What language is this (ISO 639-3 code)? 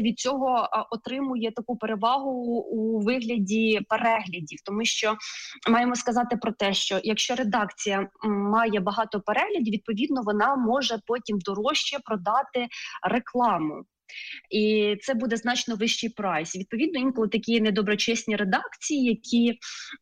ukr